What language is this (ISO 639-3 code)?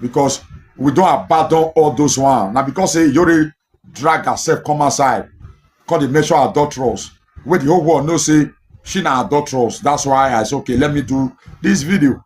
pcm